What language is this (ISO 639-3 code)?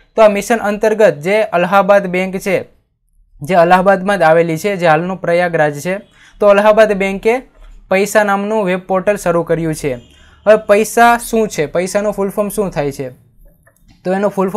guj